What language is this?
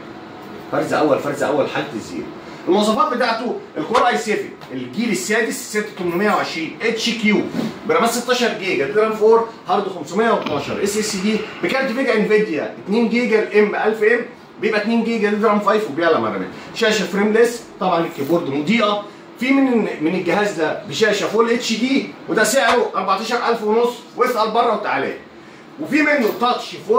Egyptian Arabic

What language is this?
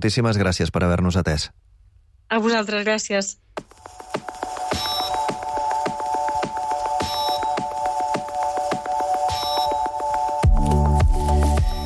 Catalan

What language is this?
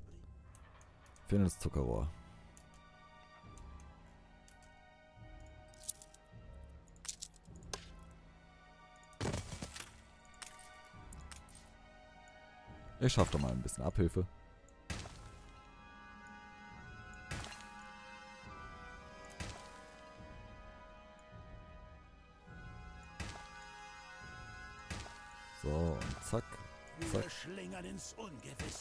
German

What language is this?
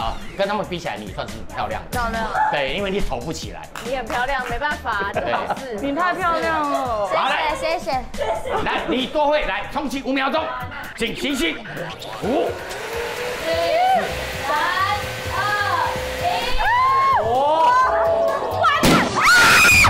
Chinese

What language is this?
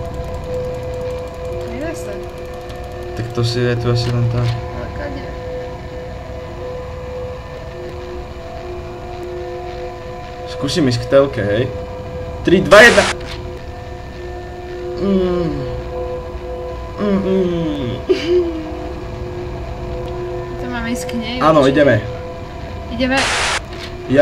Slovak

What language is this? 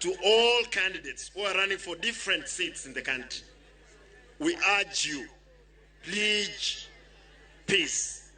Luo (Kenya and Tanzania)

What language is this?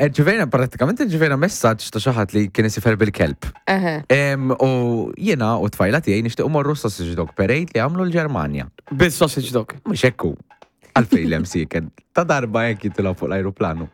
Maltese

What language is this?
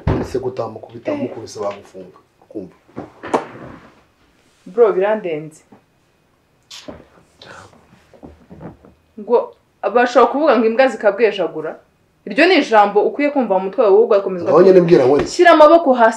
Kinyarwanda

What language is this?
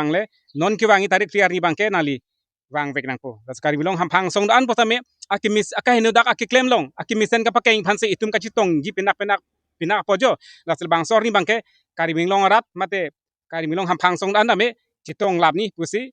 Karbi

